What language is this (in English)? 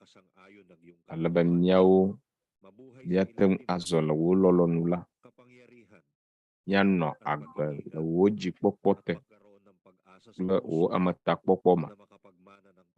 Ewe